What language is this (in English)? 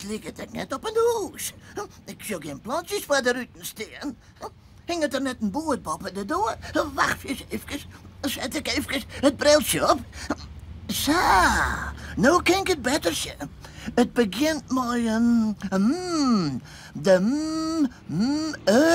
Western Frisian